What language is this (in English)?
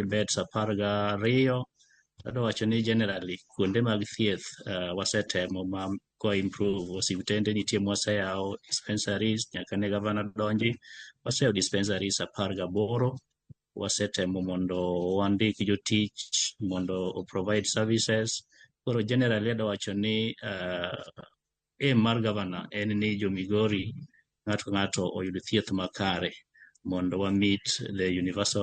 Luo (Kenya and Tanzania)